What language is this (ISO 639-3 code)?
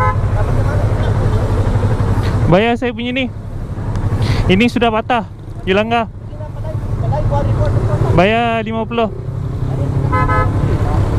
msa